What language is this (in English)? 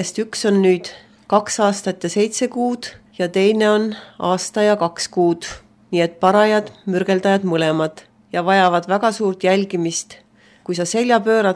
Estonian